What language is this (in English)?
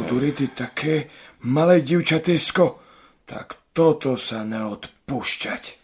Rusyn